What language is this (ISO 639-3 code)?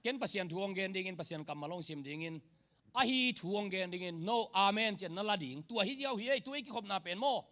ctd